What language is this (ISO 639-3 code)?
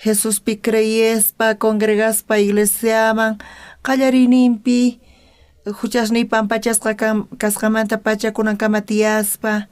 quh